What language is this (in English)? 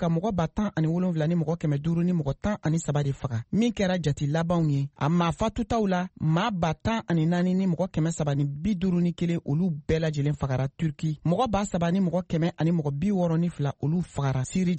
Bambara